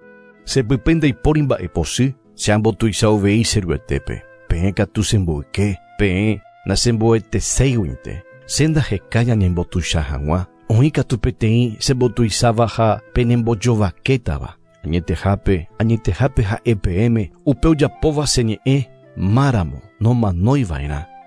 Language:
Guarani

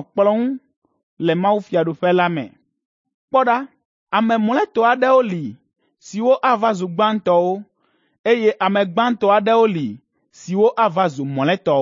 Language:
Ewe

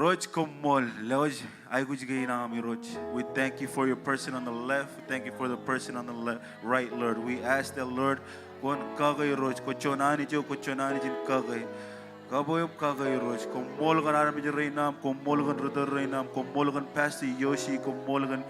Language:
Marshallese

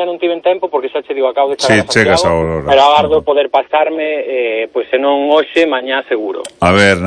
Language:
Galician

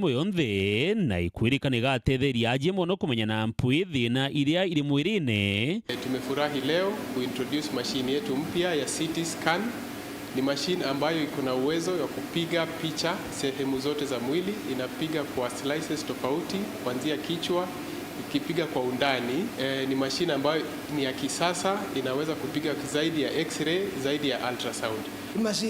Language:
Meru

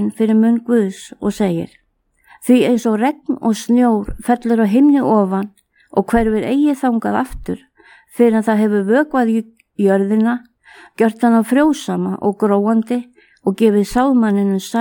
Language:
Icelandic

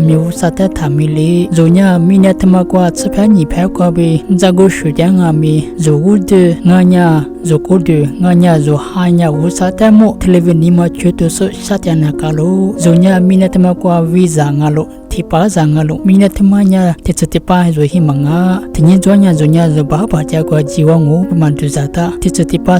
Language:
Lisu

